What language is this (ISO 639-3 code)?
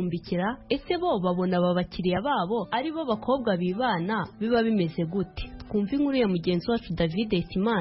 kin